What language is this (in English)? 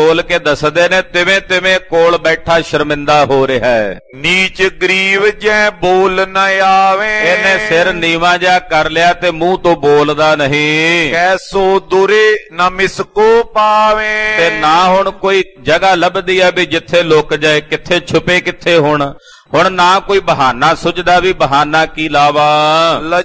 Punjabi